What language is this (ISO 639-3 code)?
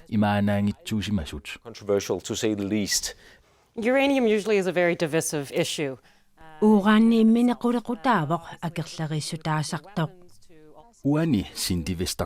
kal